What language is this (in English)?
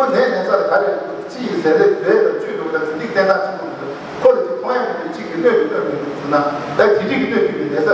Tibetan